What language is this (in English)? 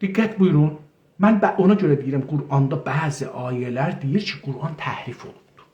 South Azerbaijani